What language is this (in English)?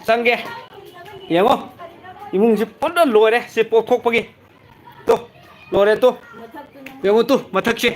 Manipuri